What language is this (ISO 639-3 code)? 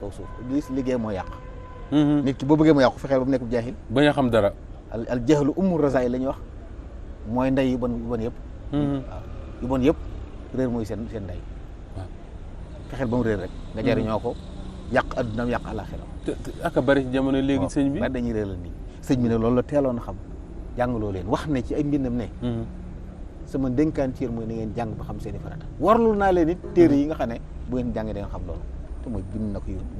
wol